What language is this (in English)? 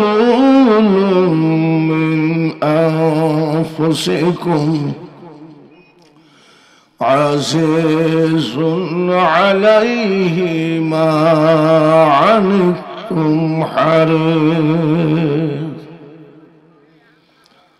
Bangla